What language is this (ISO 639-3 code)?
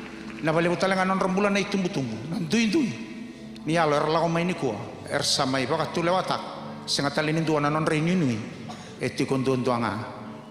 fij